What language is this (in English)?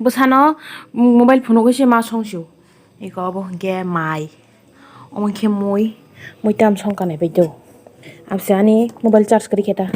Kok Borok